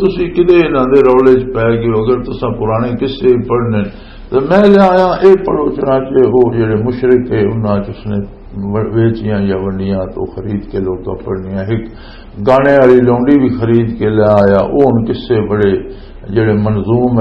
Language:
Western Panjabi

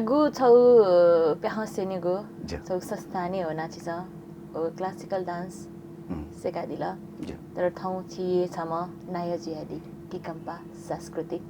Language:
Newari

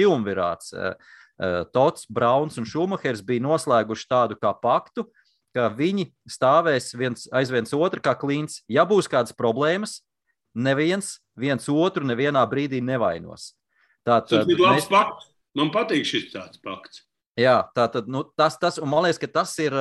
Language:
Latvian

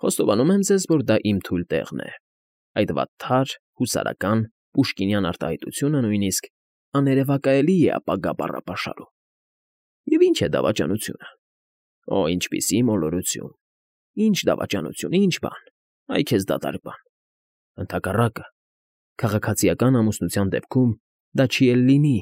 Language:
Armenian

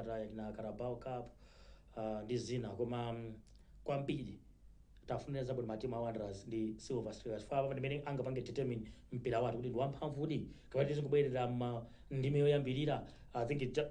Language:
Nyanja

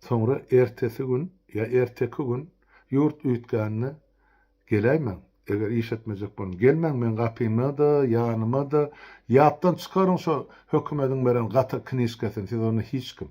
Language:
Turkmen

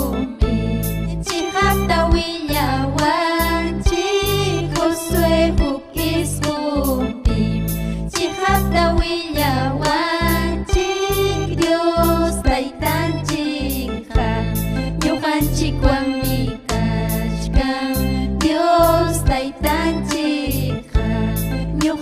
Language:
Ayacucho Quechua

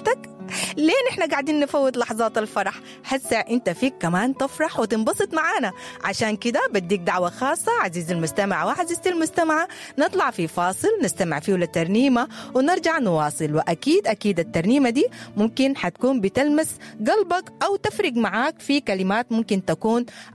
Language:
Sudanese Arabic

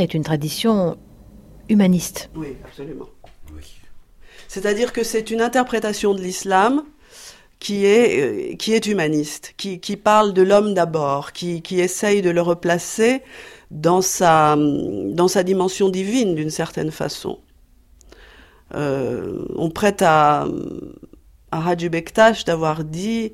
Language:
French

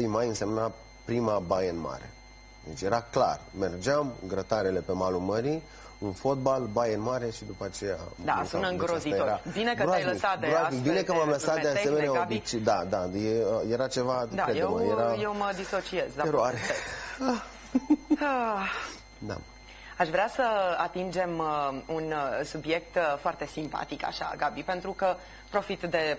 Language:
Romanian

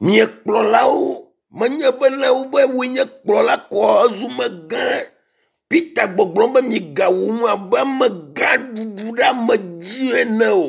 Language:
Ewe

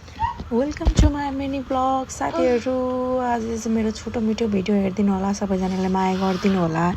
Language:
Nepali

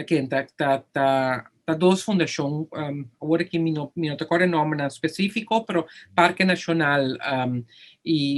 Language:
Papiamento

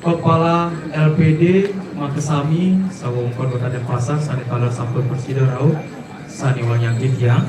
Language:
Balinese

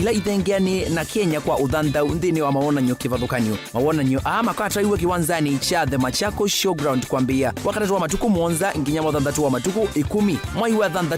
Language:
Kamba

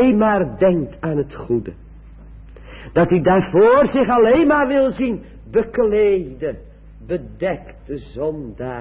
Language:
Dutch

